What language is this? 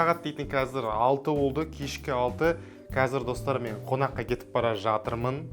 Kazakh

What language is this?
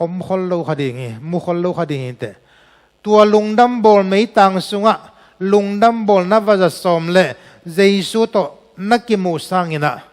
Tedim Chin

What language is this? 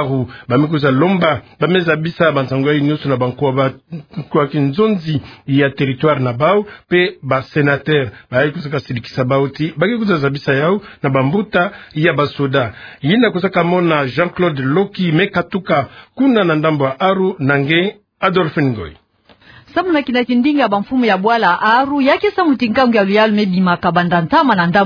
Kituba (Democratic Republic of Congo)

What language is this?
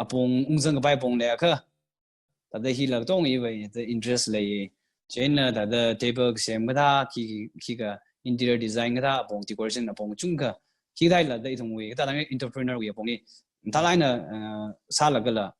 Tangkhul Naga (India)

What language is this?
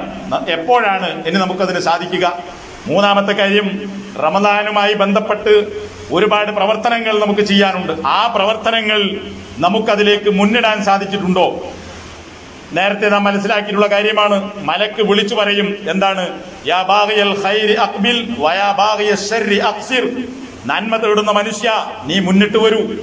Malayalam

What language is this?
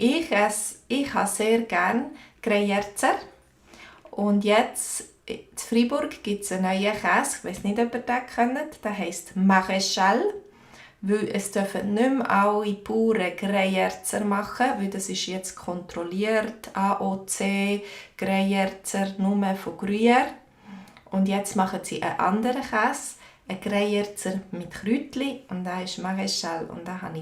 Swiss German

